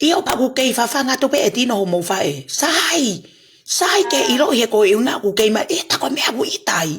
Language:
Tongan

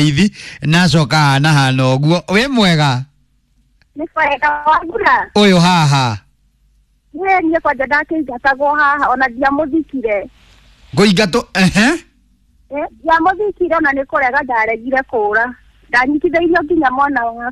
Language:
Kikuyu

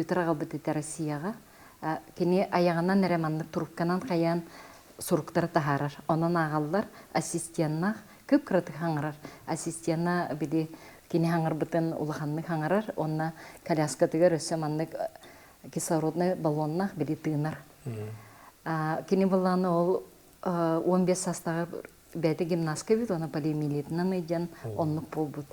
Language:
Yakut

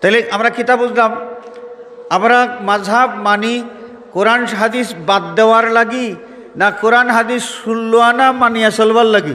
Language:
Sylheti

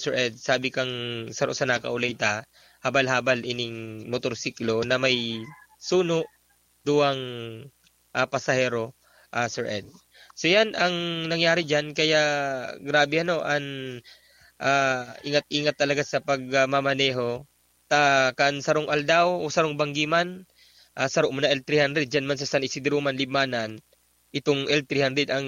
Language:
Bikol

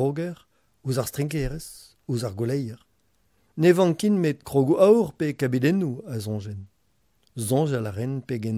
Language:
Breton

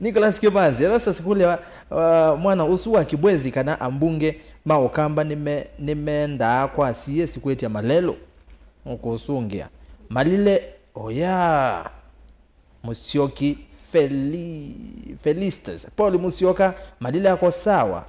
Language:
Kamba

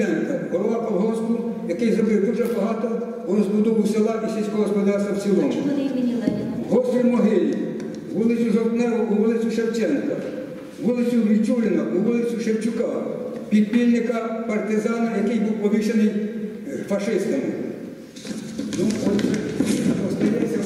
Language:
Ukrainian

